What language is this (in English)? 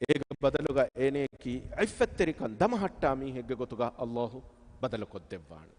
Divehi